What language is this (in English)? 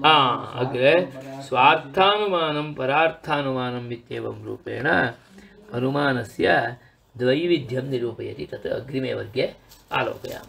Sanskrit